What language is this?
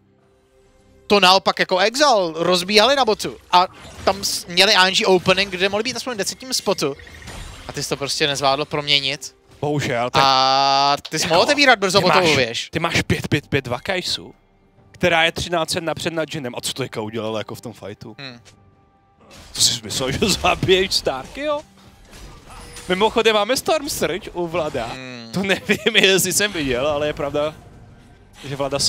Czech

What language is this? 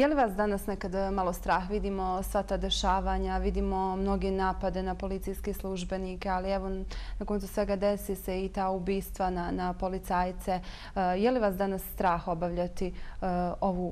Bosnian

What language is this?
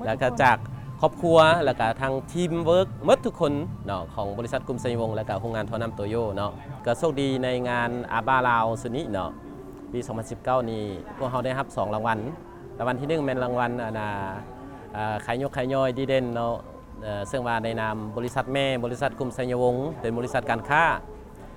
Lao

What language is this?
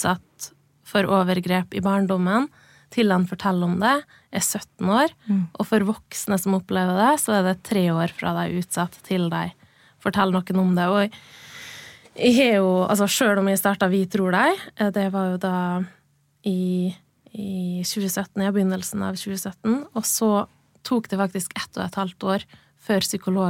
Norwegian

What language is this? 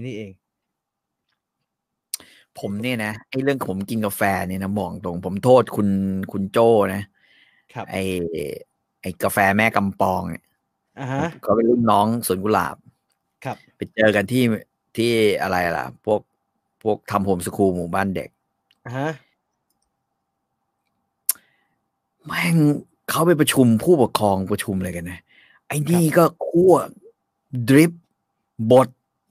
Thai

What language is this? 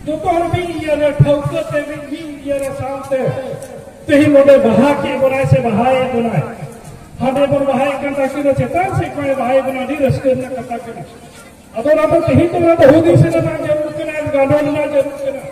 Santali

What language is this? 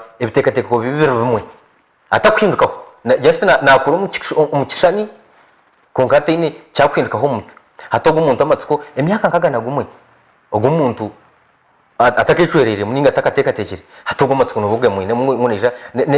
Nyankole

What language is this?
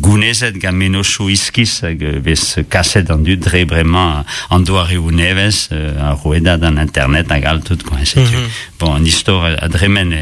Breton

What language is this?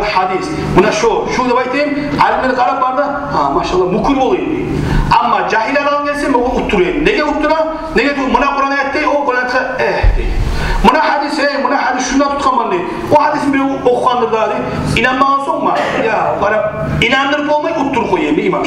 Kumyk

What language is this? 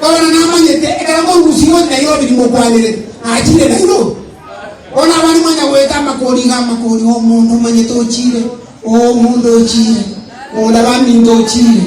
Gusii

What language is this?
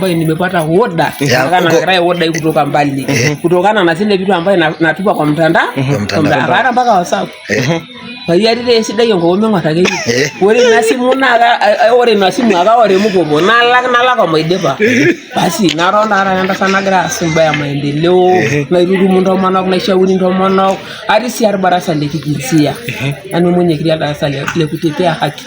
Masai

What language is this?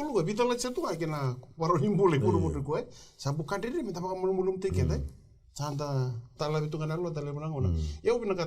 Fijian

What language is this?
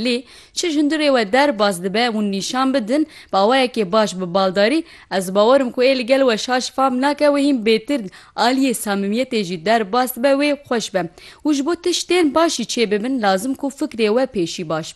Kurdish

